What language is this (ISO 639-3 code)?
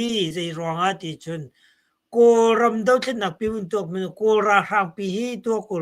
cnh